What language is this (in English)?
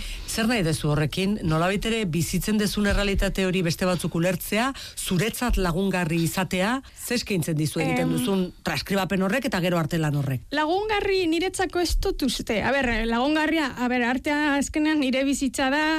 Basque